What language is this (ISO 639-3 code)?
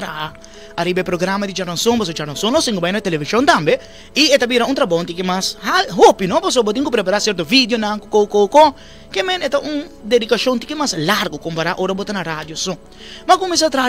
pap